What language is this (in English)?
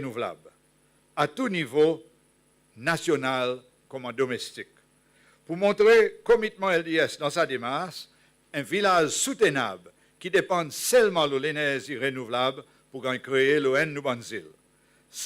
Seselwa Creole French